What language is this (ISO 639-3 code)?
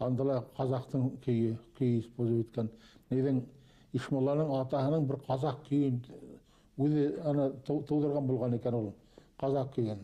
bak